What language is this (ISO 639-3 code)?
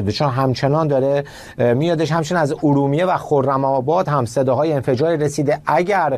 fas